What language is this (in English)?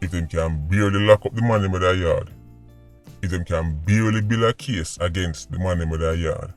Jamaican Creole English